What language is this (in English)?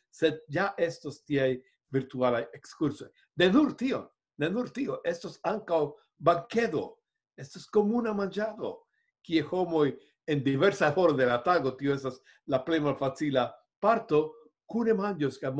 Esperanto